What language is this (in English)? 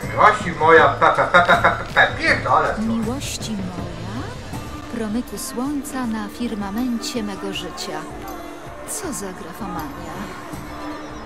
Polish